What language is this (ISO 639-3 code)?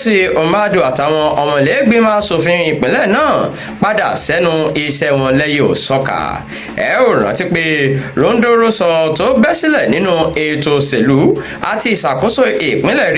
yor